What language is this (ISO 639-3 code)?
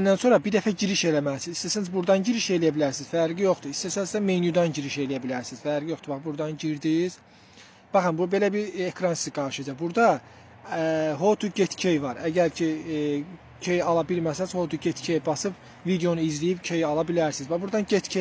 aze